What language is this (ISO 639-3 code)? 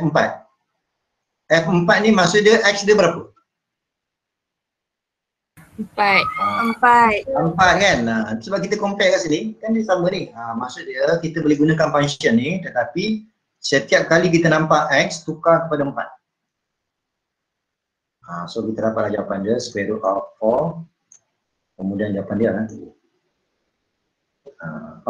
msa